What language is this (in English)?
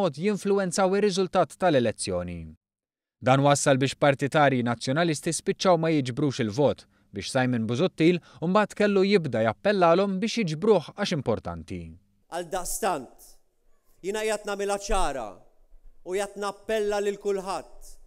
Maltese